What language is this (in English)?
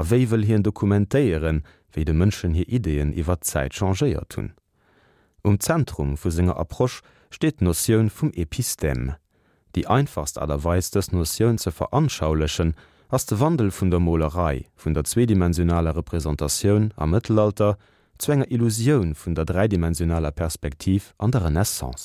Luxembourgish